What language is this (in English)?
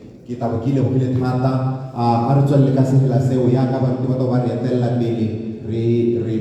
Tswana